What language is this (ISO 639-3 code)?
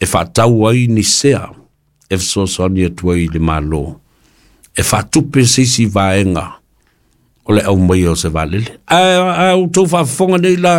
smo